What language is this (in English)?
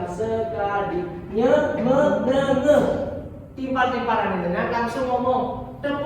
Balinese